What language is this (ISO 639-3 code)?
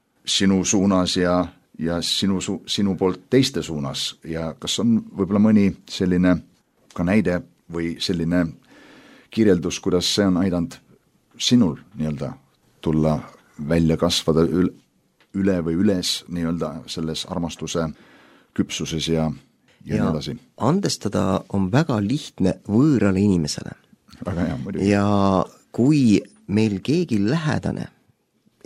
est